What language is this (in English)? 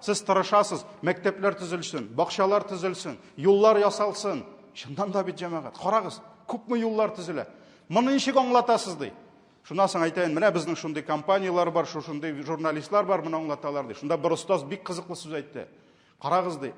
Tatar